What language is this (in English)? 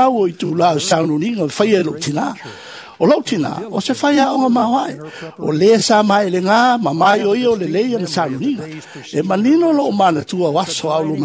Samoan